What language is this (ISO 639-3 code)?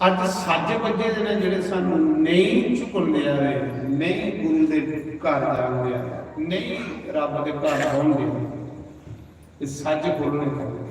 doi